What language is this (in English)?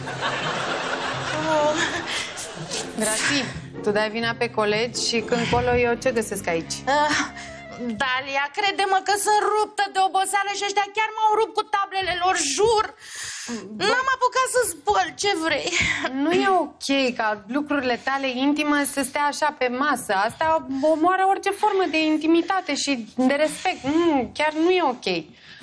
Romanian